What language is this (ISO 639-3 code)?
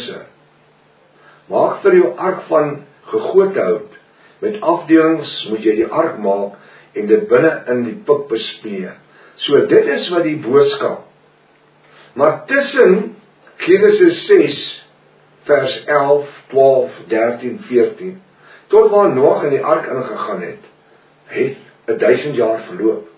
afr